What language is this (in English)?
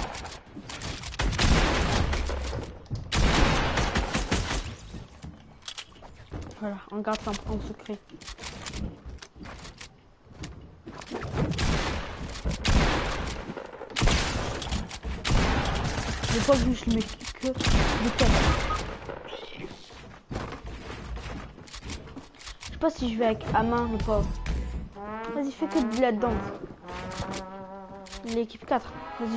French